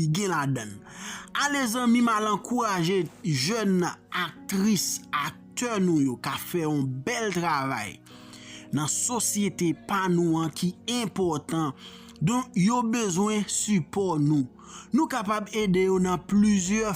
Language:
Haitian Creole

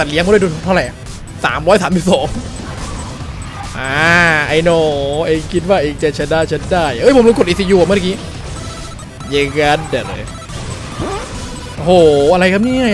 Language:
Thai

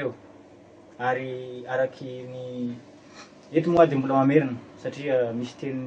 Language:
Malagasy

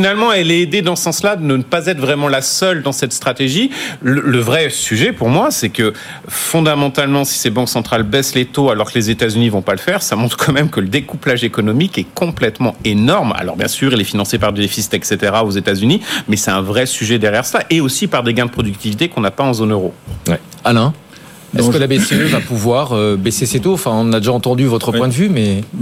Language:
French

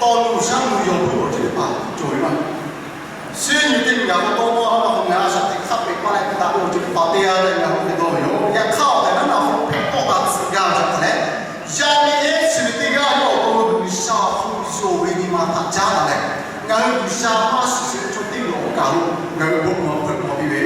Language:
Lahu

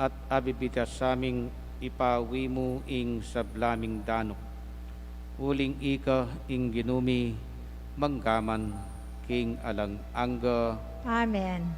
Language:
Pampanga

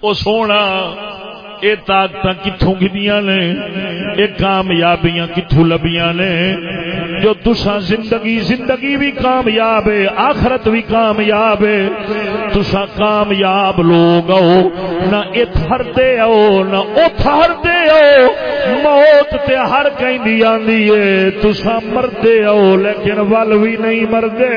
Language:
Saraiki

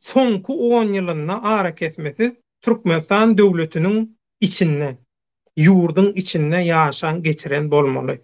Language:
Turkmen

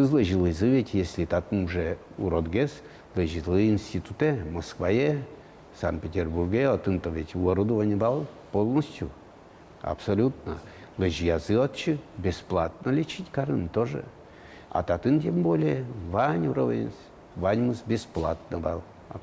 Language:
Udmurt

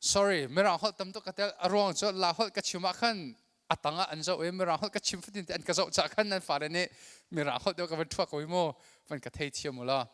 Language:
Hakha Chin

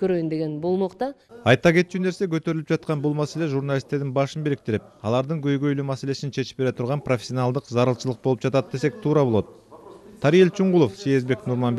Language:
Kyrgyz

